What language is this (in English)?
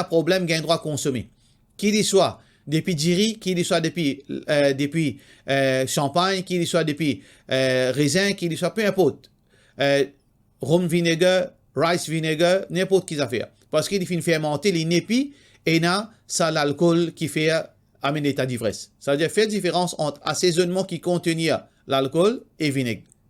Morisyen